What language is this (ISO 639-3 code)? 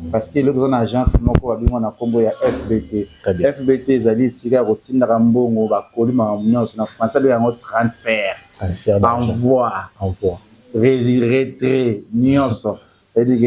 lin